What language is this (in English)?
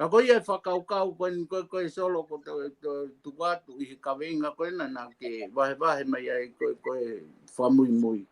Tongan